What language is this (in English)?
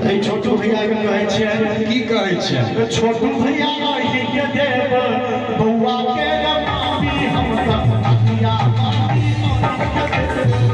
Maithili